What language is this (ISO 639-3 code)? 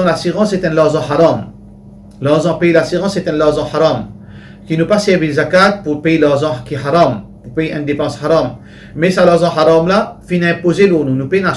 mfe